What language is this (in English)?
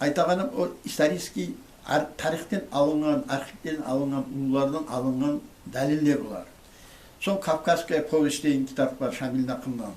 Kumyk